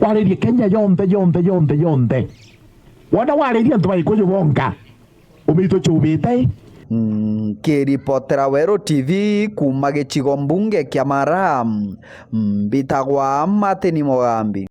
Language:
Meru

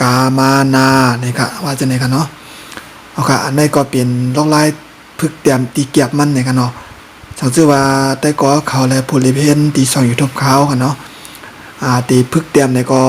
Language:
Shan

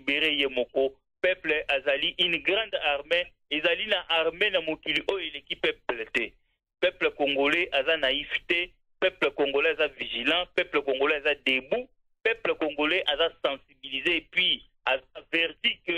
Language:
Lingala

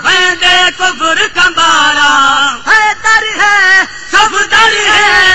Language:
Saraiki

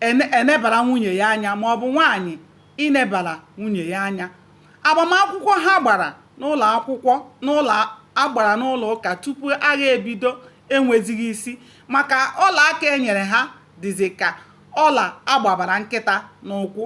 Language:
Igbo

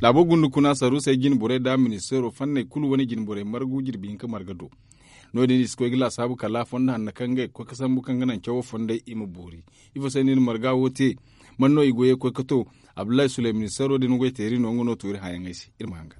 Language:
Zarma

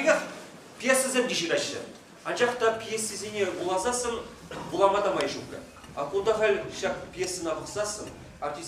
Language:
Chuvash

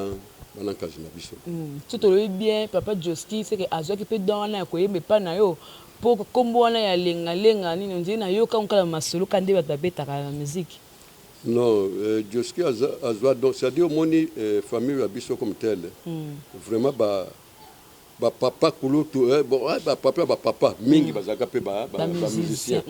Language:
Lingala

